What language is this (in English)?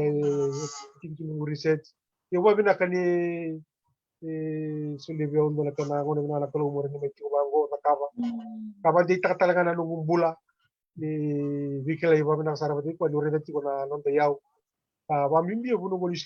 Fijian